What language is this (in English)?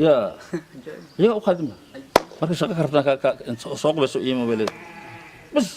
Somali